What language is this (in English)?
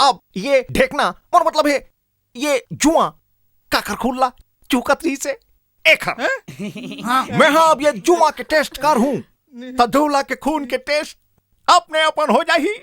Chhattisgarhi